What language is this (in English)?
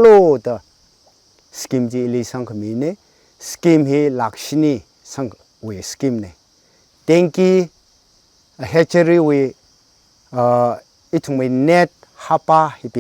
Tangkhul Naga (India)